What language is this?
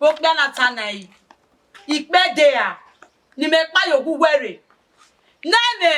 Bini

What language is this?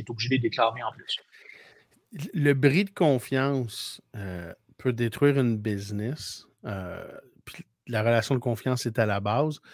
French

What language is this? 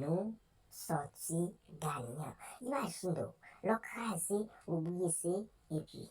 Haitian Creole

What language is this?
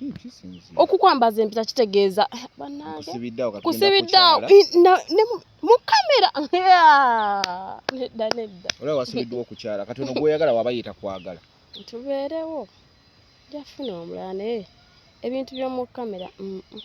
Ganda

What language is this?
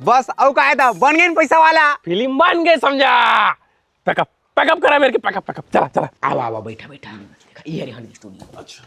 Chhattisgarhi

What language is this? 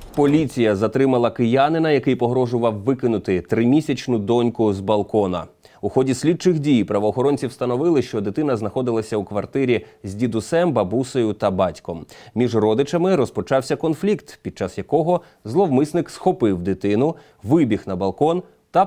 Ukrainian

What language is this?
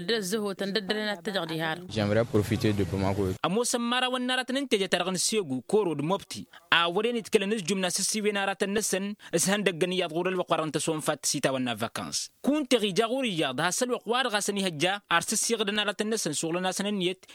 Tamasheq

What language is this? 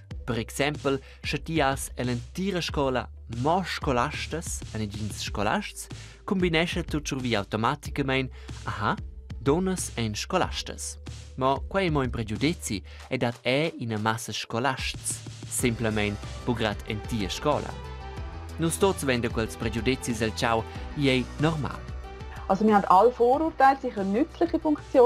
Romansh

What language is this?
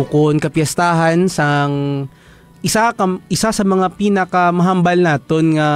Hiligaynon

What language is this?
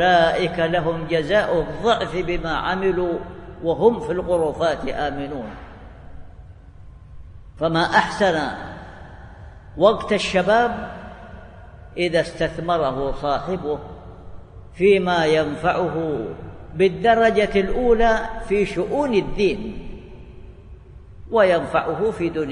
Arabic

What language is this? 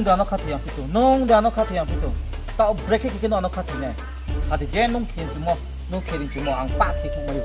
Riang (India)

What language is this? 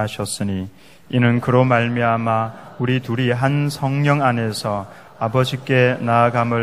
Korean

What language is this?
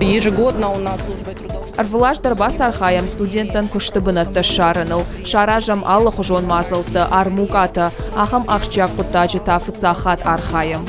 Ossetic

